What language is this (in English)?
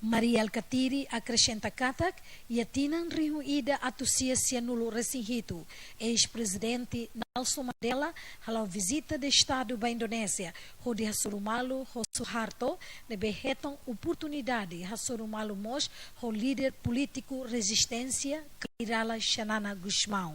Tetum